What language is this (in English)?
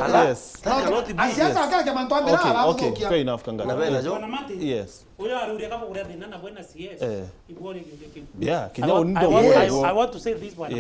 Meru